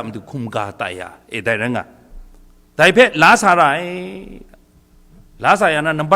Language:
Kachin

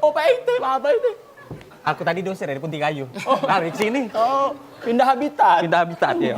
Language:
Musi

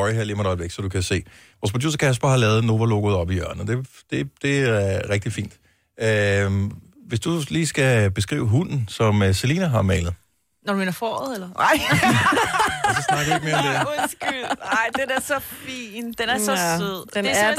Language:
Danish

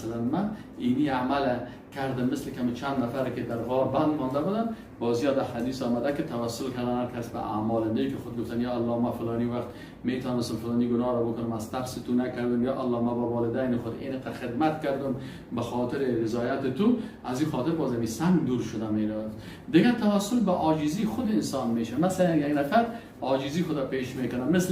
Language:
Persian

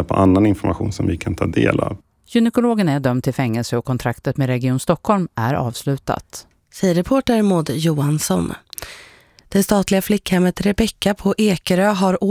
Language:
Swedish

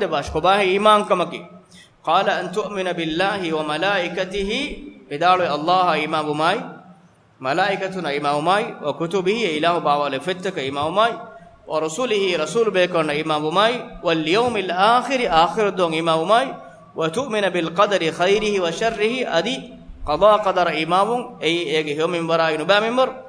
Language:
Divehi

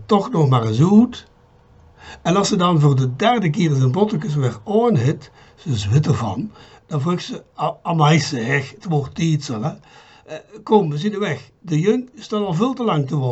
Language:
Limburgish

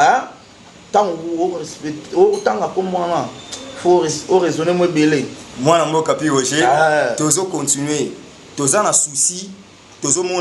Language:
Lingala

